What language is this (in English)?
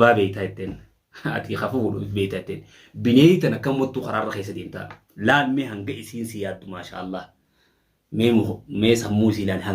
Oromo